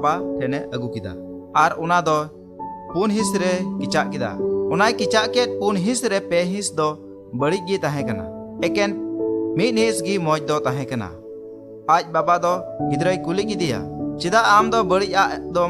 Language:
Santali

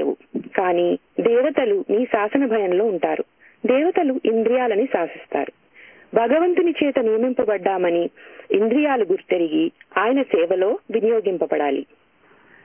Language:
Telugu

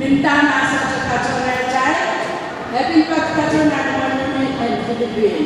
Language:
Pohnpeian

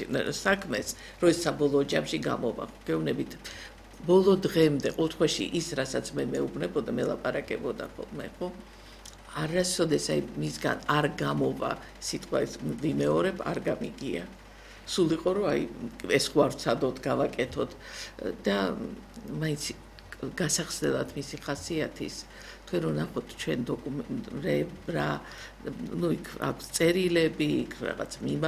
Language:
Georgian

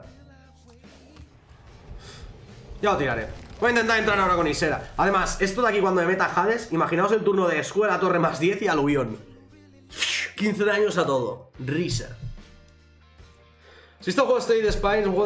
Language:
Spanish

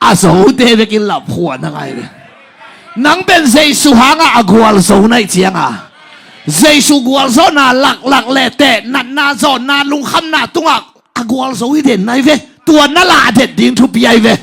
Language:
Tedim Chin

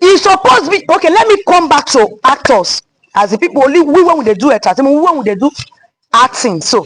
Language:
Nigerian Pidgin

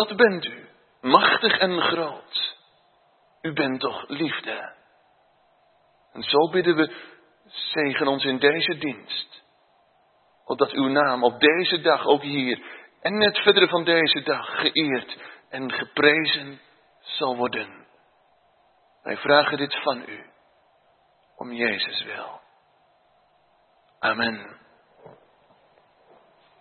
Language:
Dutch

